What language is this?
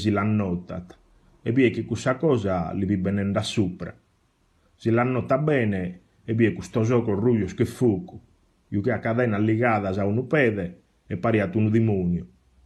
Sardinian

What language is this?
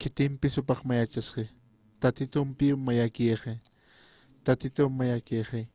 Aymara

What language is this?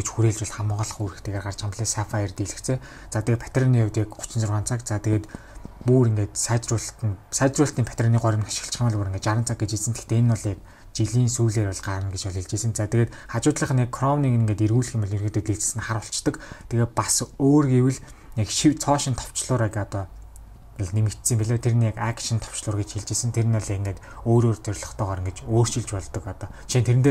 Mongolian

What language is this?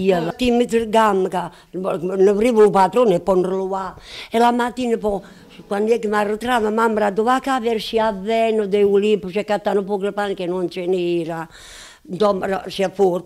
Italian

